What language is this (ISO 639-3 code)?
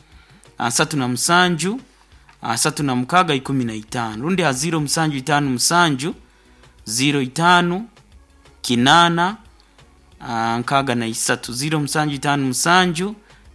nyo